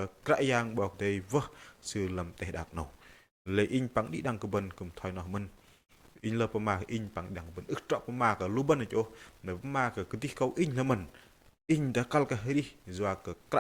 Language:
Bahnar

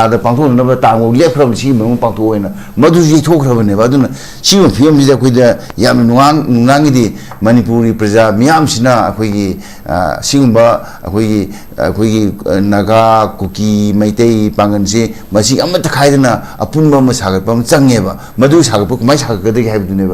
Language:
Manipuri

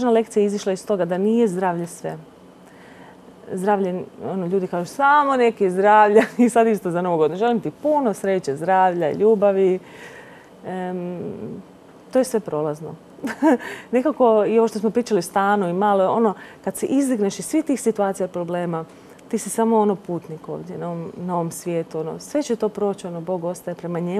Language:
Croatian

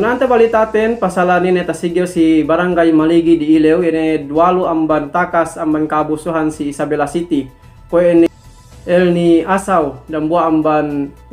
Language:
Yakan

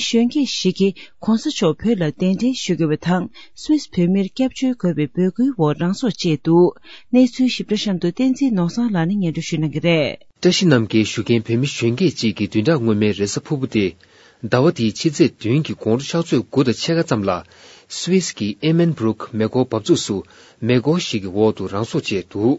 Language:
Tibetan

